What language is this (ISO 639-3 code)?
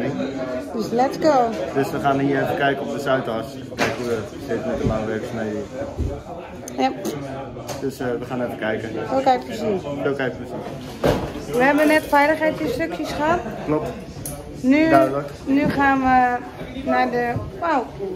nld